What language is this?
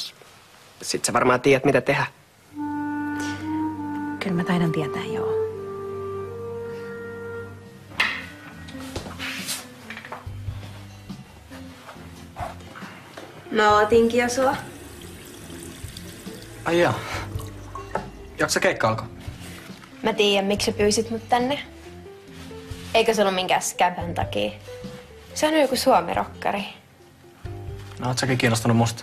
Finnish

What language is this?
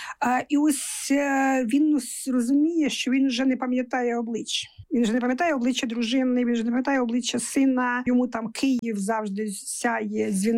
Ukrainian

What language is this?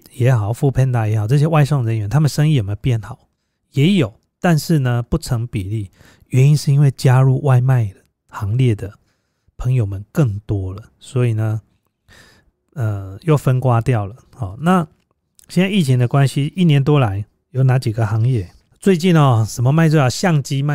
Chinese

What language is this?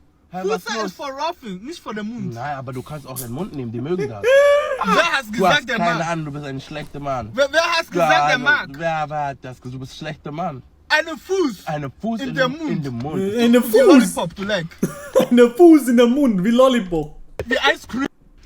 Swiss German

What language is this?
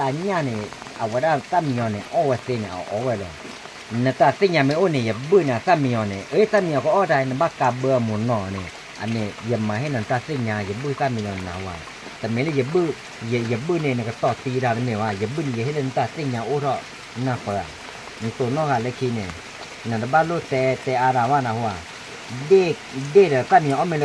S'gaw Karen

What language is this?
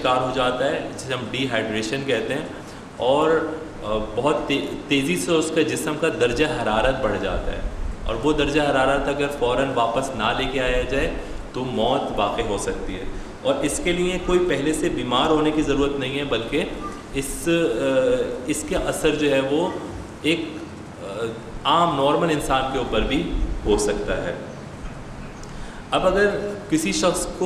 Urdu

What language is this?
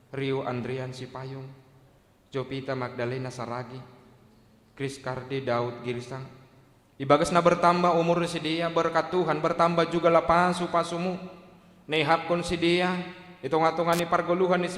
Batak Simalungun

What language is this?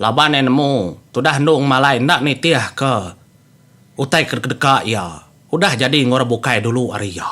Iban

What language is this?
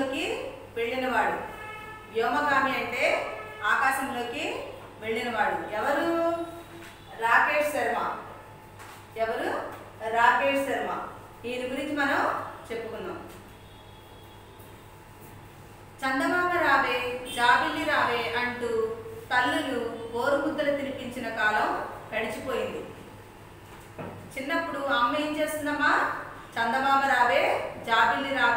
Telugu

